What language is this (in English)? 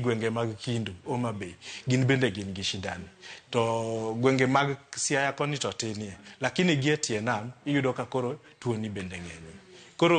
Luo (Kenya and Tanzania)